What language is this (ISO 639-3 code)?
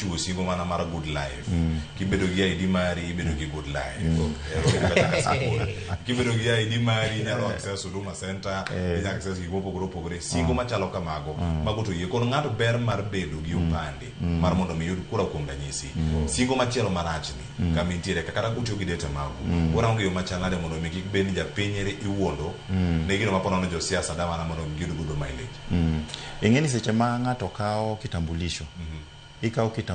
luo